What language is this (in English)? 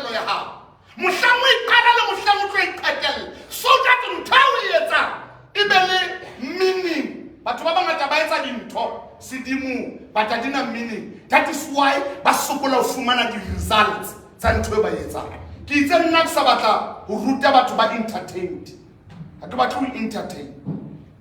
Southern Sotho